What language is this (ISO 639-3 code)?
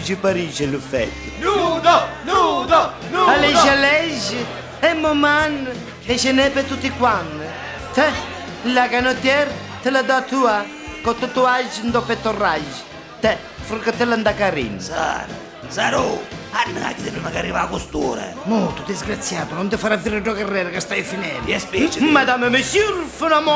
nap